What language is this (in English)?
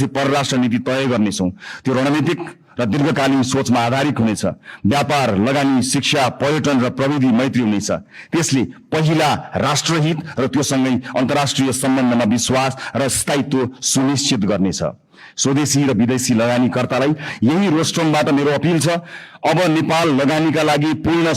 Nepali